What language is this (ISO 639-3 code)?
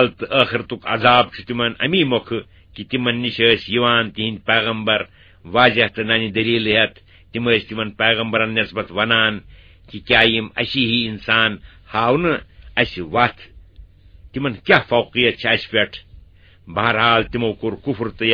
kas